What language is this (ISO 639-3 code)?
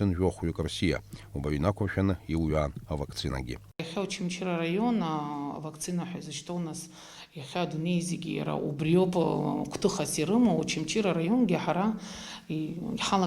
abk